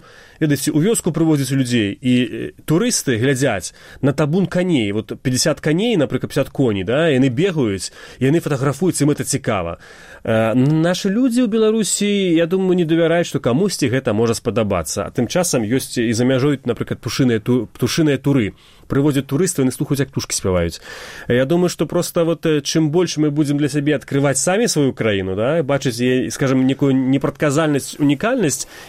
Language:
Belarusian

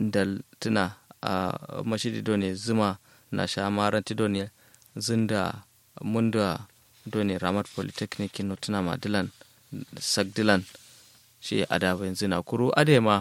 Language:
Kanuri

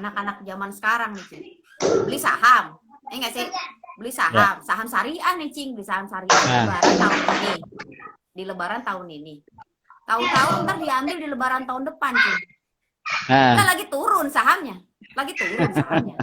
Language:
Betawi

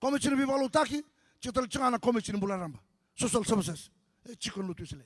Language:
Fijian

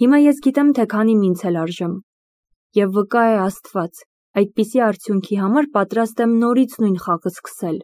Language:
Armenian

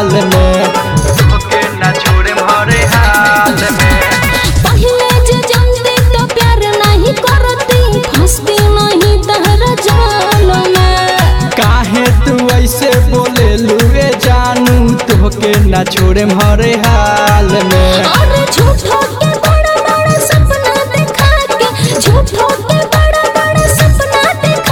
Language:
Bhojpuri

